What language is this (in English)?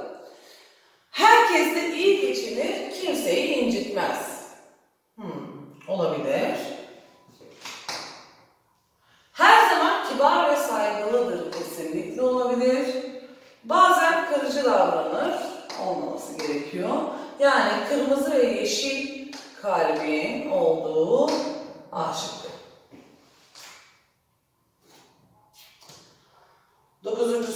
Turkish